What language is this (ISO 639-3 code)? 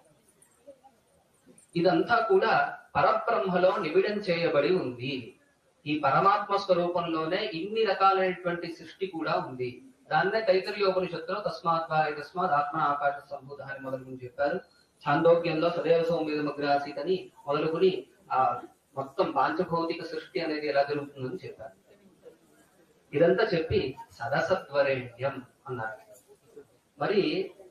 tel